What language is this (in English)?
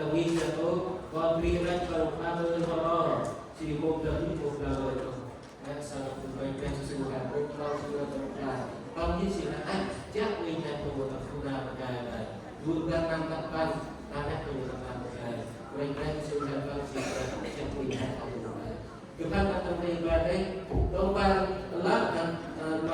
Central Mnong